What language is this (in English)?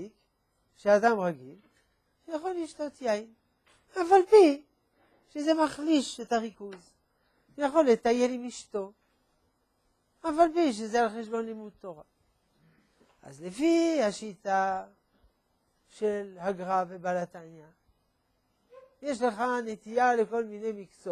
Hebrew